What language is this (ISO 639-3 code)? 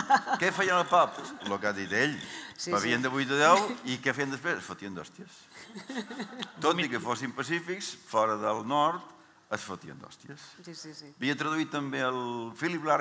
cat